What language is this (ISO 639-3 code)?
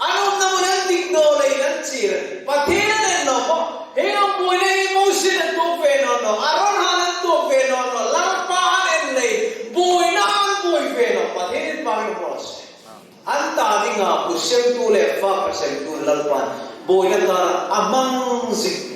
hmr